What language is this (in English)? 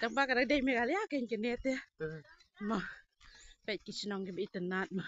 Khasi